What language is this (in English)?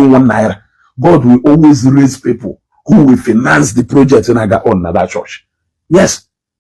Igbo